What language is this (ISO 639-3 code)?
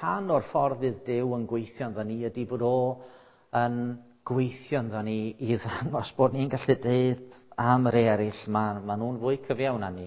cym